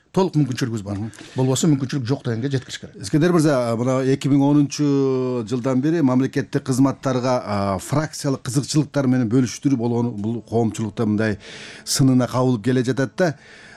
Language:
Kyrgyz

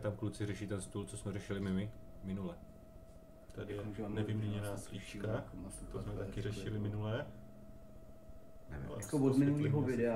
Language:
Czech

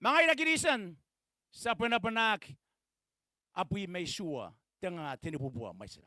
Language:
Gilbertese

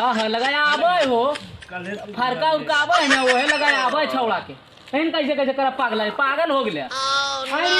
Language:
Magahi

